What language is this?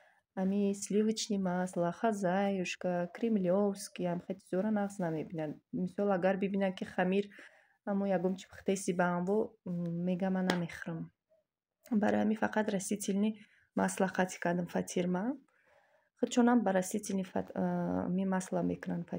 Tajik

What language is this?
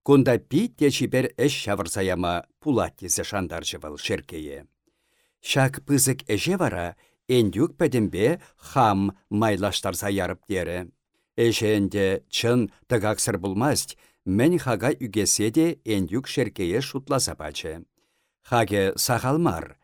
Chuvash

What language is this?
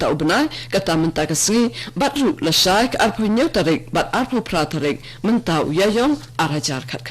Khasi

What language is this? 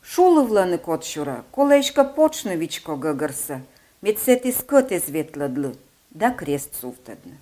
Komi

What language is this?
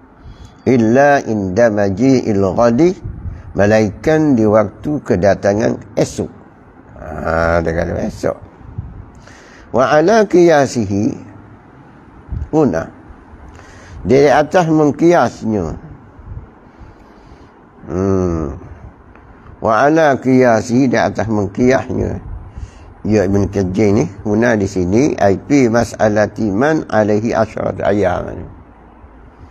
Malay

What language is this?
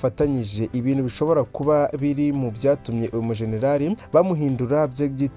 Kinyarwanda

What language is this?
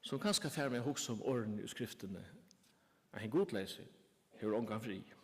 Faroese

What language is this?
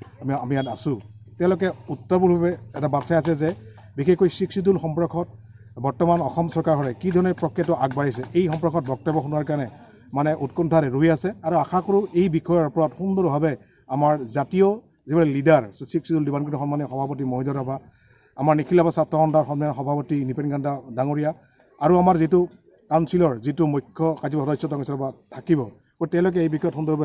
Assamese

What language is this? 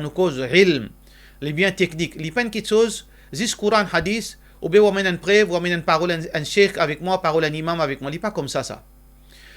Morisyen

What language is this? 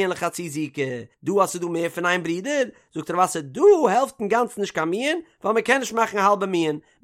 Yiddish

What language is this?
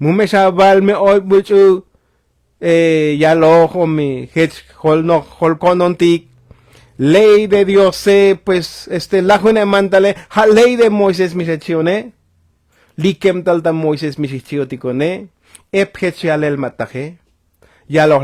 Tzotzil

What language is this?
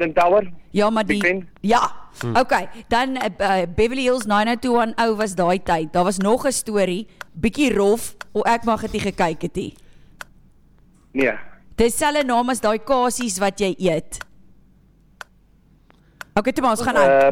Afrikaans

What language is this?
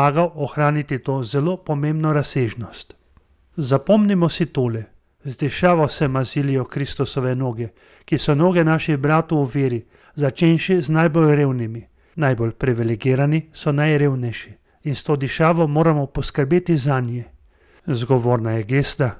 Slovenian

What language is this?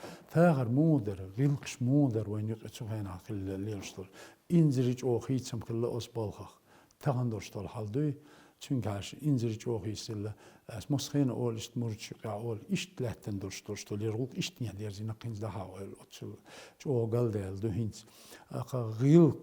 Chechen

